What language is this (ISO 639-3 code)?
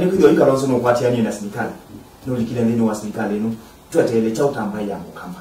kam